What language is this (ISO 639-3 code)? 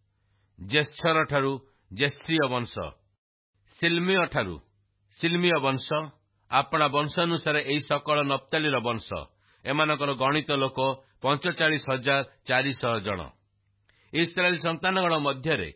ori